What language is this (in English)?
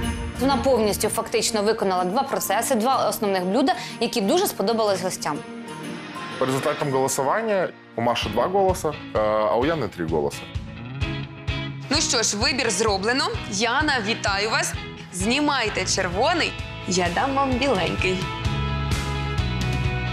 Ukrainian